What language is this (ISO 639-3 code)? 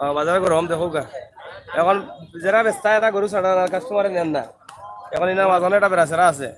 syl